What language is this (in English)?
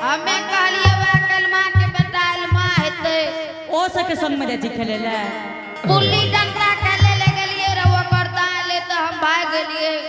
Angika